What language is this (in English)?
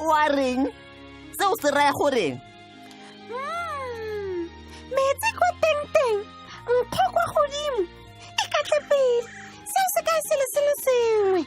Tswana